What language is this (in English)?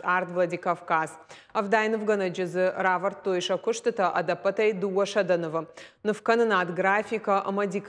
Ossetic